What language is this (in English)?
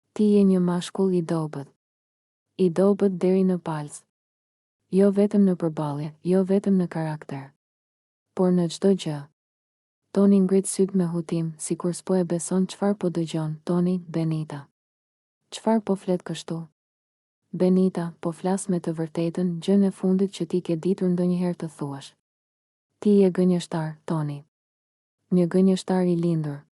Albanian